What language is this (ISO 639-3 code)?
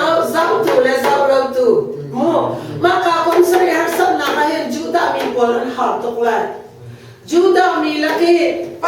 cnh